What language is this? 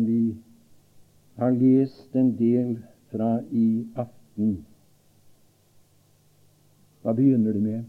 Norwegian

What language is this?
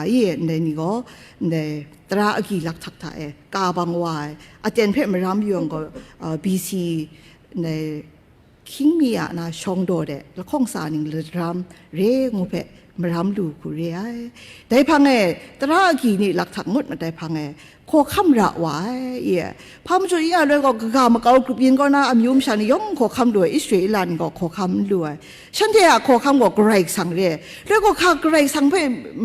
Kachin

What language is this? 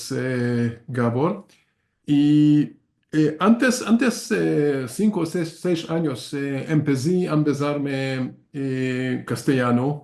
Ladino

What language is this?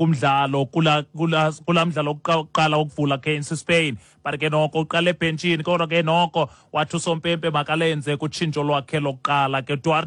Xhosa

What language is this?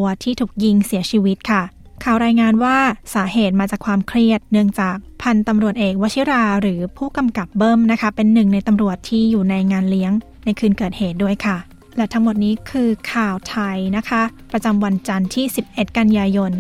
Thai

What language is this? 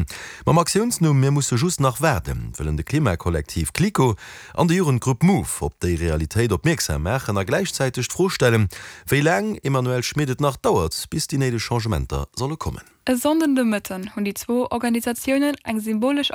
Luxembourgish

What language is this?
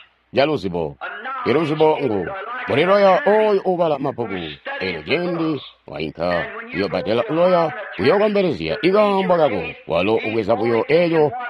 Tonga (Zambia)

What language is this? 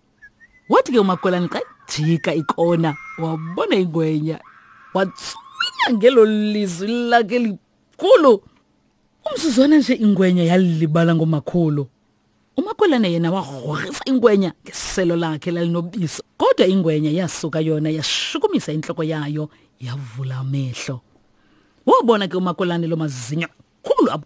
Xhosa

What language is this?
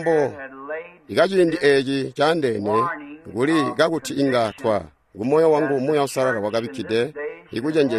Tonga (Zambia)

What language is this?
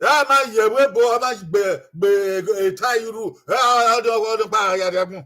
Bini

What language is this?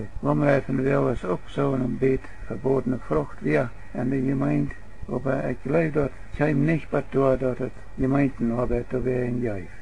Plautdietsch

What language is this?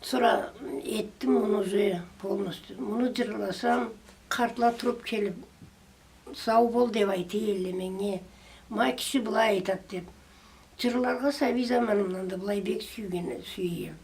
Karachay-Balkar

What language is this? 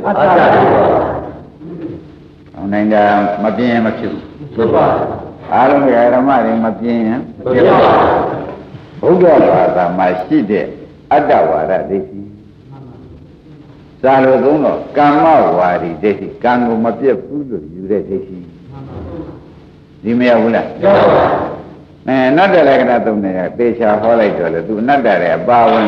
Burmese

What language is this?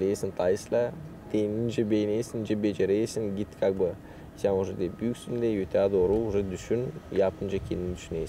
Gagauz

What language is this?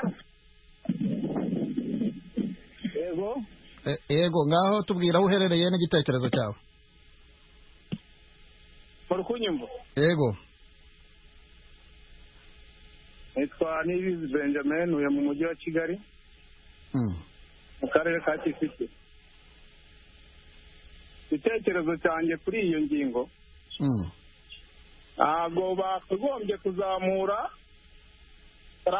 Kinyarwanda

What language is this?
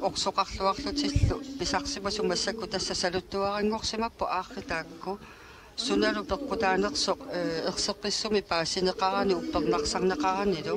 Kalaallisut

